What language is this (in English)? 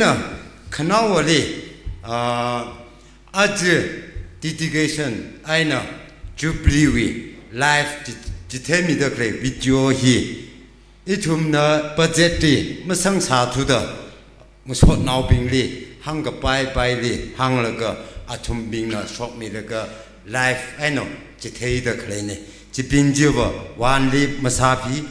Tangkhul Naga (India)